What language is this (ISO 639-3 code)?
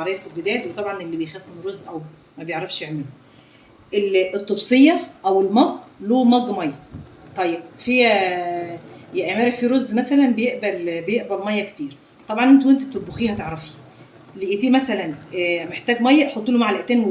arz